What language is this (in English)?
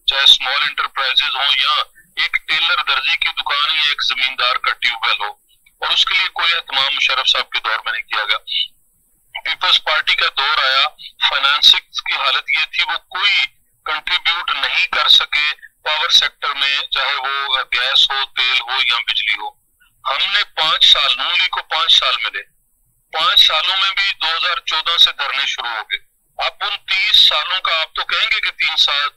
Urdu